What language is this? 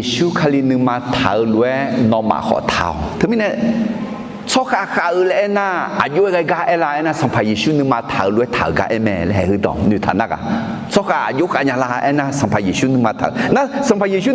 Akha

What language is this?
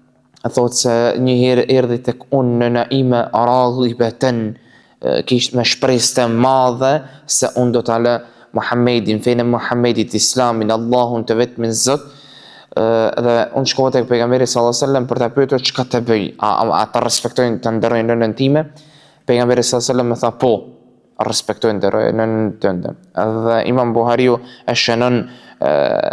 Albanian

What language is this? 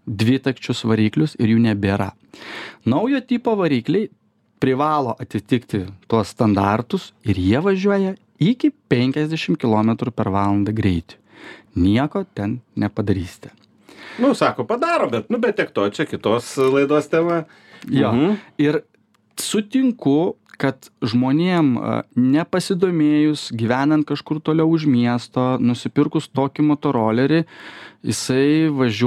Lithuanian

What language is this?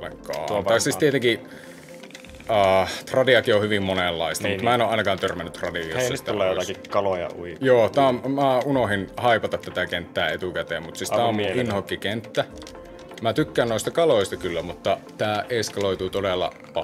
Finnish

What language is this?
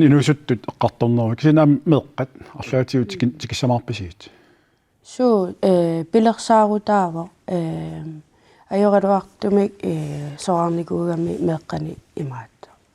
Kalaallisut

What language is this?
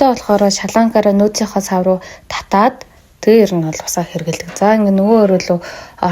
Mongolian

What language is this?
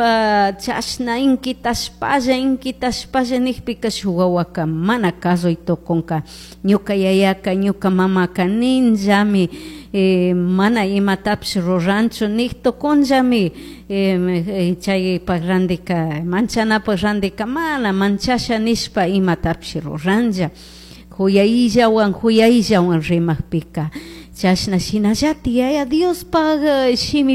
Chimborazo Highland Quichua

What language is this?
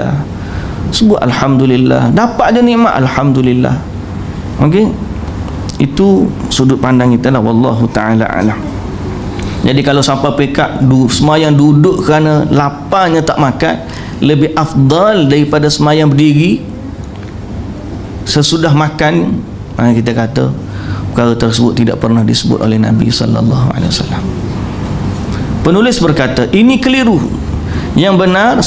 Malay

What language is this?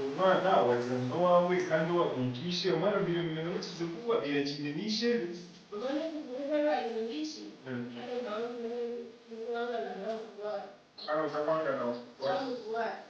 Nyankole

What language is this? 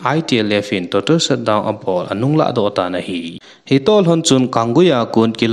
Thado Chin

